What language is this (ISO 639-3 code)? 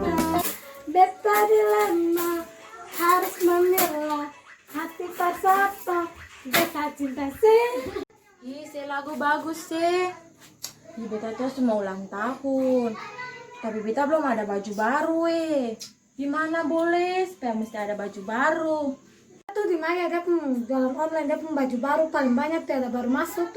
abs